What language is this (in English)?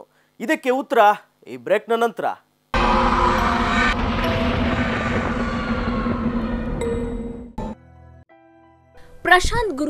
Kannada